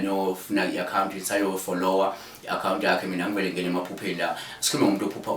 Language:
Zulu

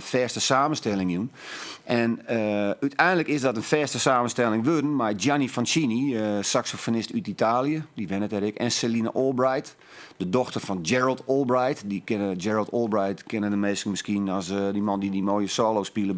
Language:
Western Frisian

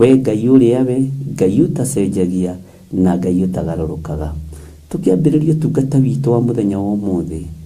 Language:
Kikuyu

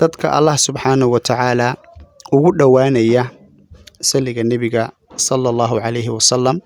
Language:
Somali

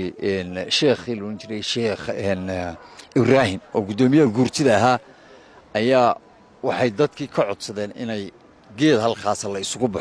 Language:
Somali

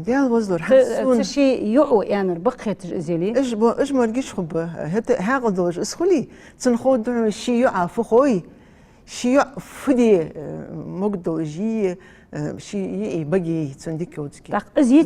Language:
Ingush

